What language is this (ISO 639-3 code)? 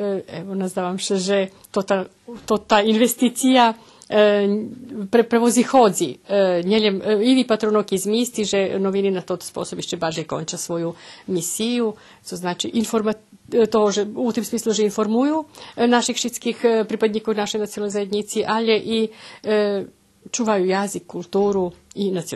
rue